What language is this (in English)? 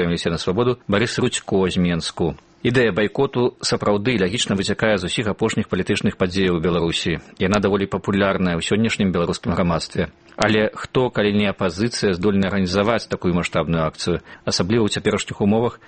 Belarusian